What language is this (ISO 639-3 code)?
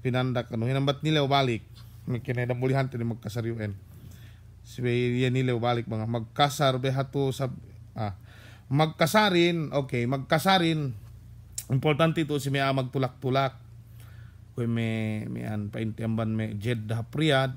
yka